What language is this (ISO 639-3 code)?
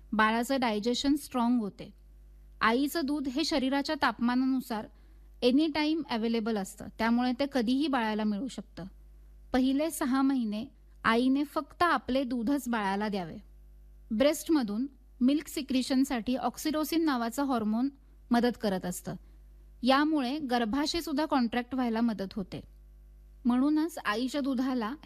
mar